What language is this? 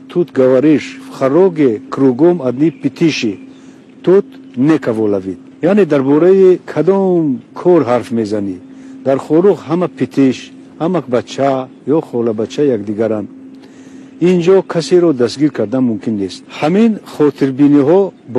Tajik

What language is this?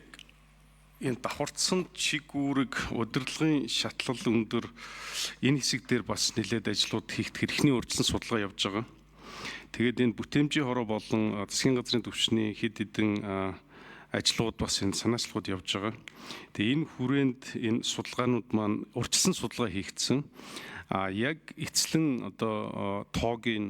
Mongolian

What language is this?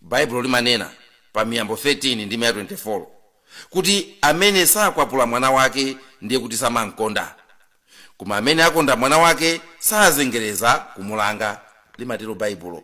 Nyanja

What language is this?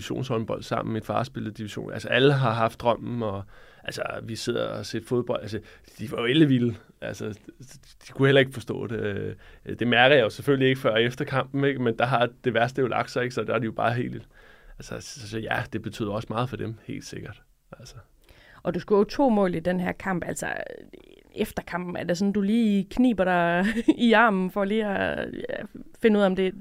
Danish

